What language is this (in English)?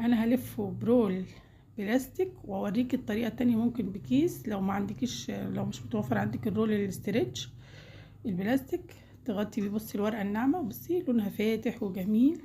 Egyptian Arabic